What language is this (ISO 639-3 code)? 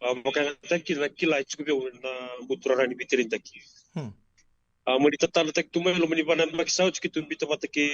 fij